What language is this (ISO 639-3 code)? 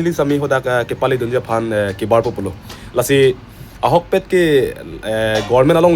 mjw